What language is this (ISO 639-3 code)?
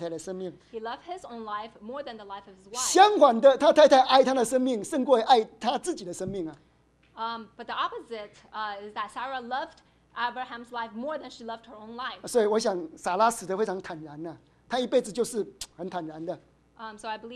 zho